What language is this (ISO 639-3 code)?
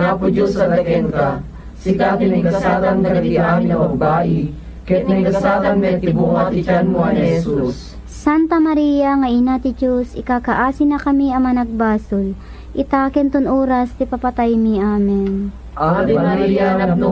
ilo